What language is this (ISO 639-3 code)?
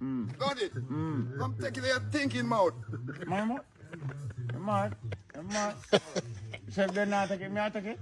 jam